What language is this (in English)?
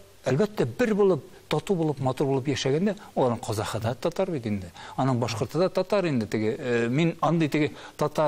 Tatar